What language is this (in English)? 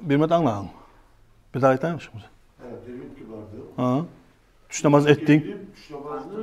Kumyk